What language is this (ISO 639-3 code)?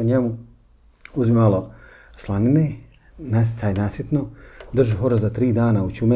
bos